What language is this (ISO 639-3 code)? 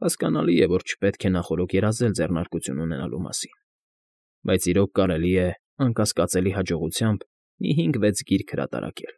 hye